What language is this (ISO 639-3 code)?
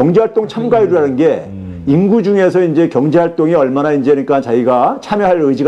kor